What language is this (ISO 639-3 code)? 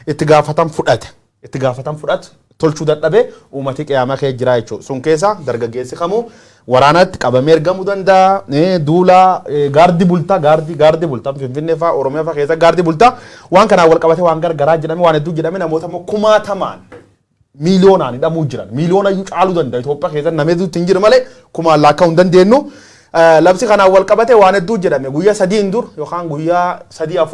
orm